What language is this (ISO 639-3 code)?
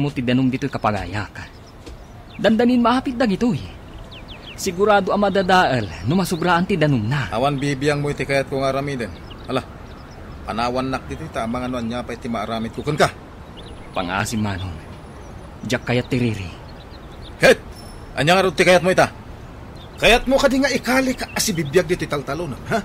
ilo